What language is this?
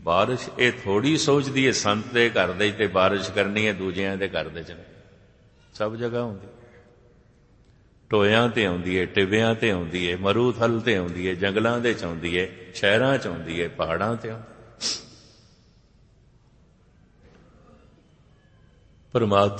Punjabi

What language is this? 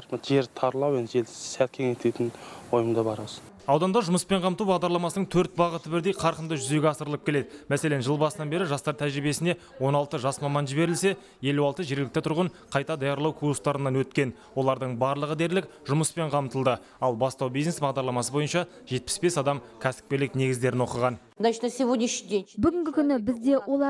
Kazakh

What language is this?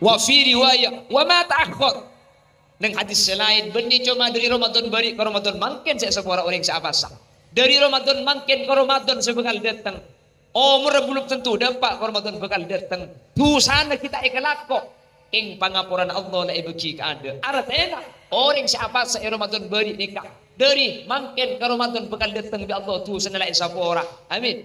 Madurese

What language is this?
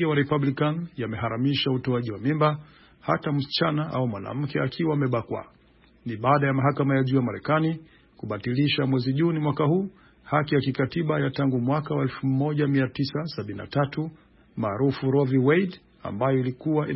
Swahili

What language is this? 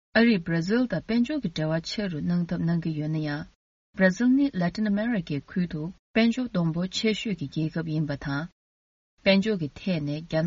Tibetan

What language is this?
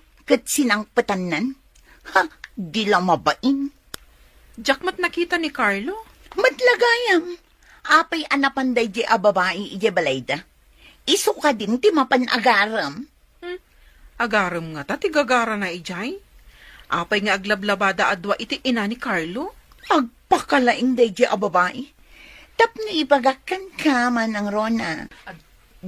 Iloko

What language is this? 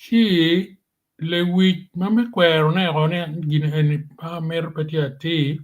Acoli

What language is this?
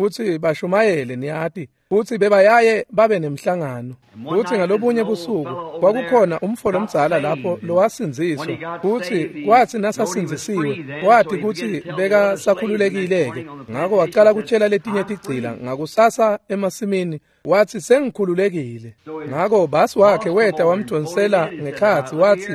Swati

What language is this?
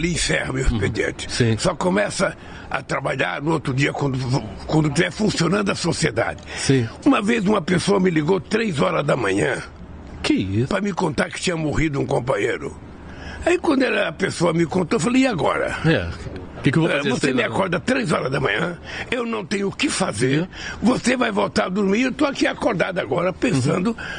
Portuguese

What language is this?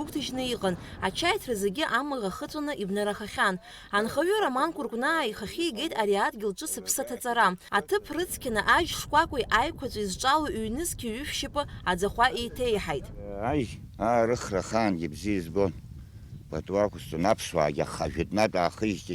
Abkhazian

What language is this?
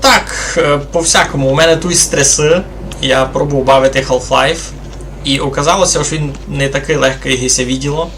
Rusyn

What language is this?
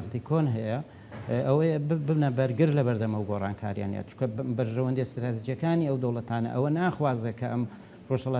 Central Kurdish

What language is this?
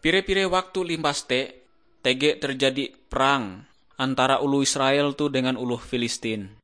Ngaju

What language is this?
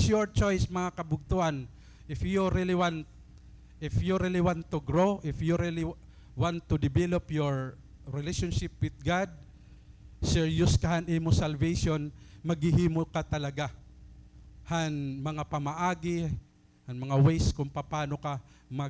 Waray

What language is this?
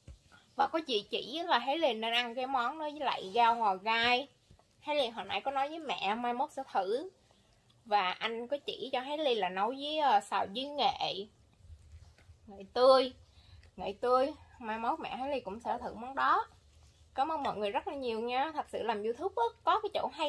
Vietnamese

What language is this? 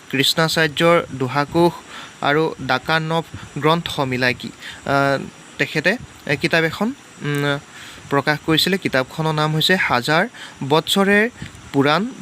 Assamese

